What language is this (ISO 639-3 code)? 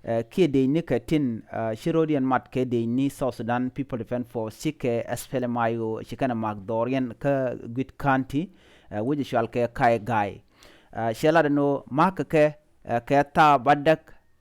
nus